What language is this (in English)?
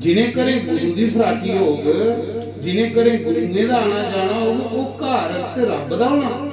Dogri